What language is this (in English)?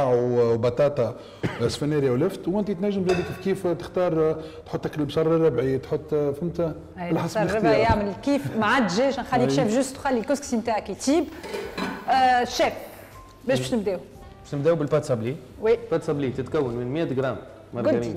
Tunisian Arabic